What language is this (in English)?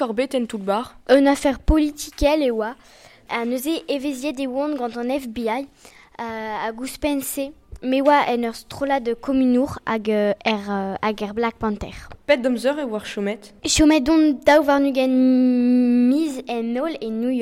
Breton